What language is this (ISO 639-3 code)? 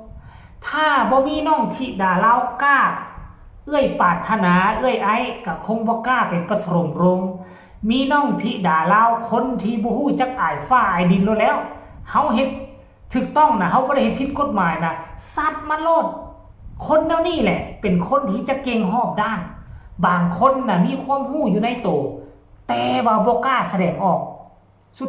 tts